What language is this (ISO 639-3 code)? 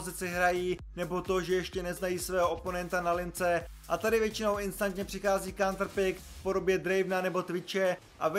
ces